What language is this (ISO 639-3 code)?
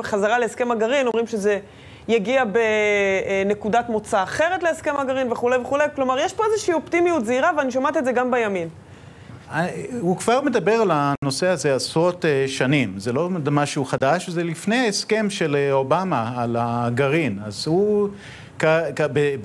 heb